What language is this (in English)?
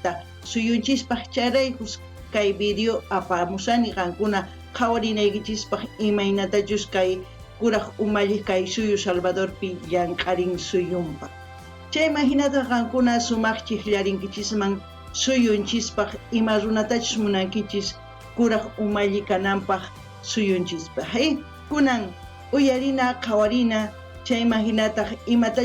South Bolivian Quechua